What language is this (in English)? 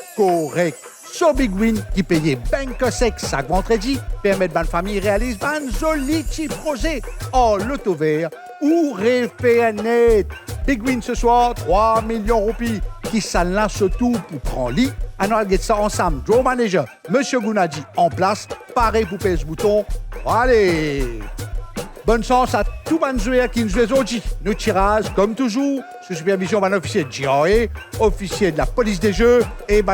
Morisyen